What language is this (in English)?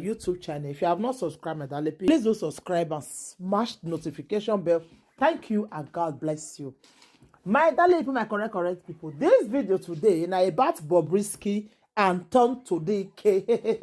Nigerian Pidgin